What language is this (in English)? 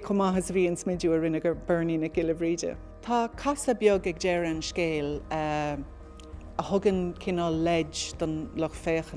Irish